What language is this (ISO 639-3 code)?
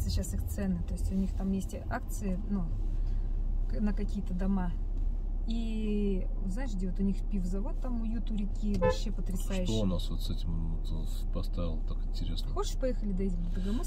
rus